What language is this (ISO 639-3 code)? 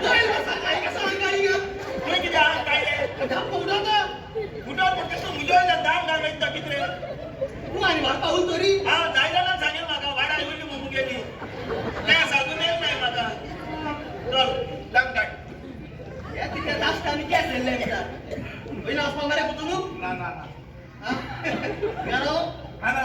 kok